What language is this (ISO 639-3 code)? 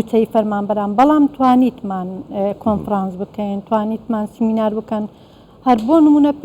ckb